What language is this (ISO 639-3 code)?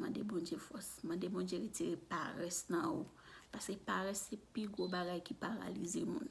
hat